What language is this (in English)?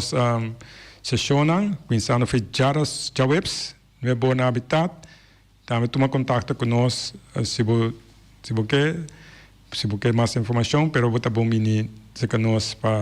Papiamento